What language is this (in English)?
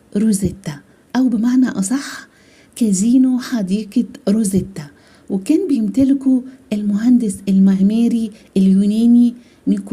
Egyptian Arabic